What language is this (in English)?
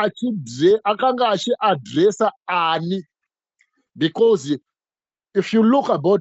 Shona